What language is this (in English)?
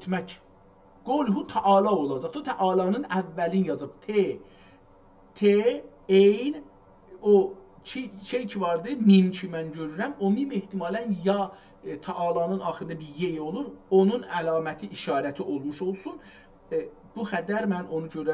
South Azerbaijani